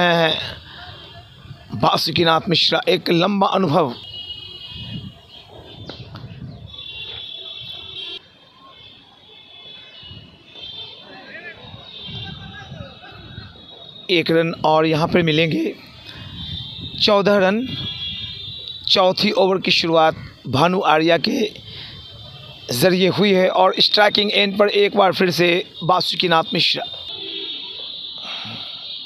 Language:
Hindi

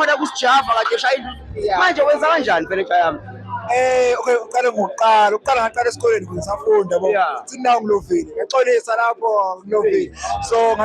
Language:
Zulu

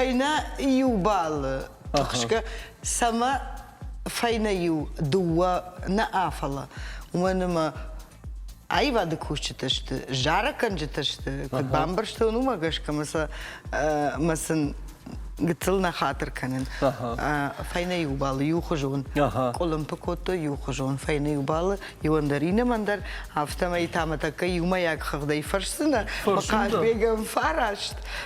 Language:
Ossetic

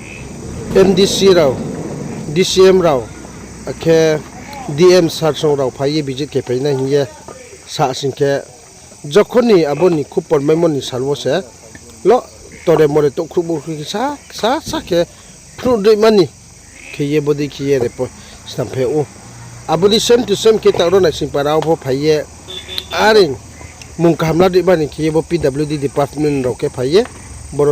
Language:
Riang (India)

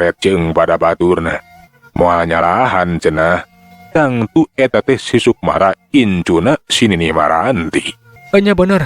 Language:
Sundanese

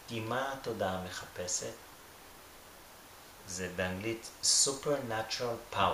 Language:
Hebrew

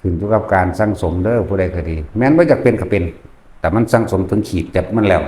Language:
Northeastern Thai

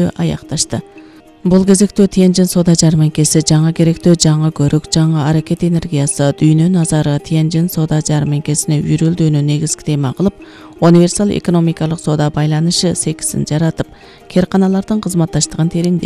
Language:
Kyrgyz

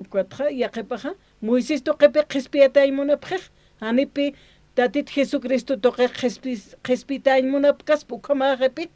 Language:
Aymara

